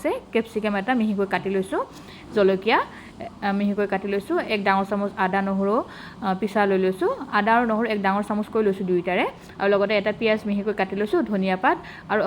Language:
Assamese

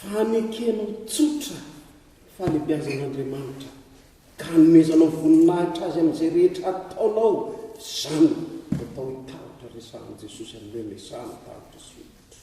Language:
Malagasy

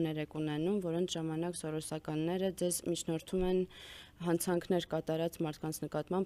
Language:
Armenian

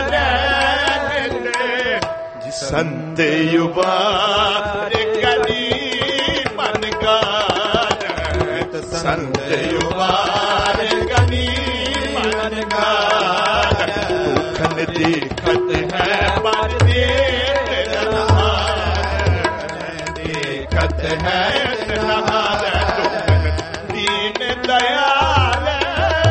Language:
Hindi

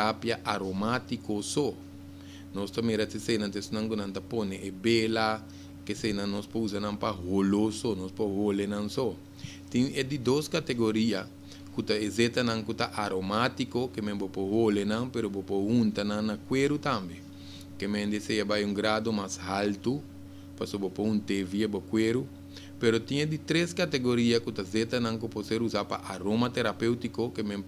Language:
Papiamento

